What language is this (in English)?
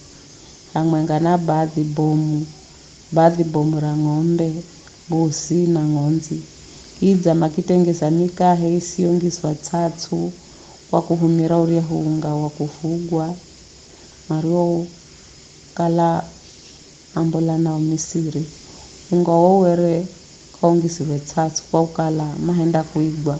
Giryama